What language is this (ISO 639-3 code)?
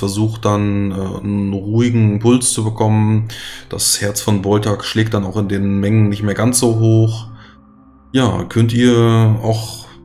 deu